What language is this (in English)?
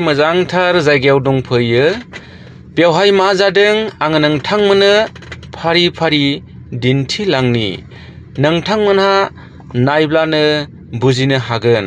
Bodo